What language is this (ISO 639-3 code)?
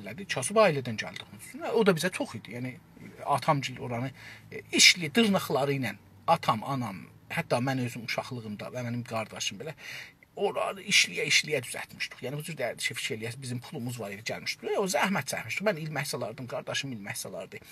azb